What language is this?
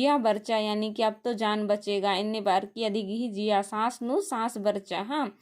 Kurukh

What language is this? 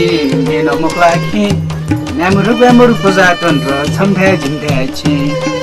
Newari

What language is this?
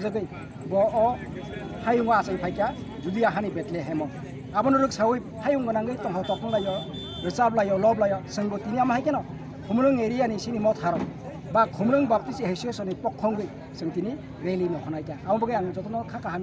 Kok Borok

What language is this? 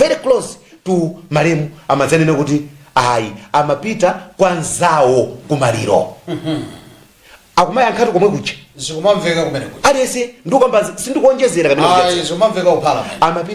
Nyanja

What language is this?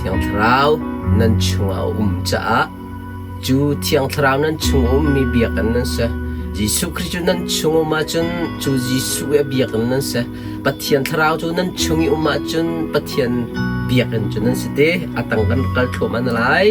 Hakha Chin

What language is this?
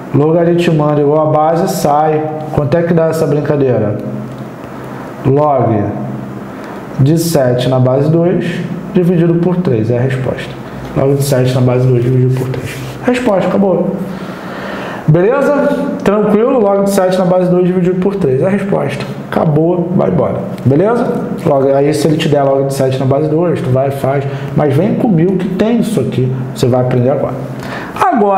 Portuguese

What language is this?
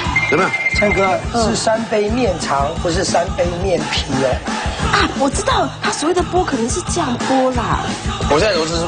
Chinese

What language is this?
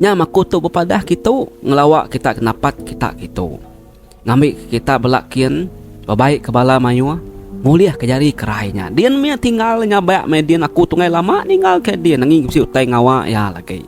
Iban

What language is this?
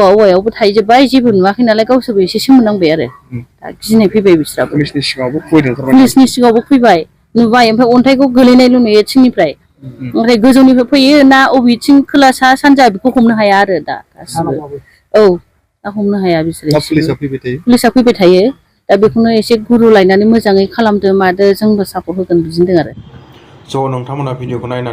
Bodo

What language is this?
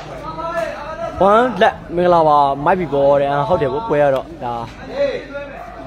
Burmese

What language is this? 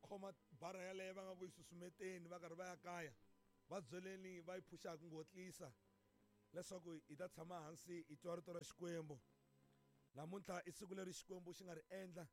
Tsonga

